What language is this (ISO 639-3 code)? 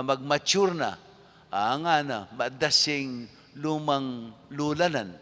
pam